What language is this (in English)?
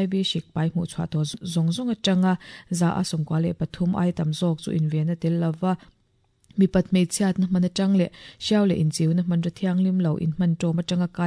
Mizo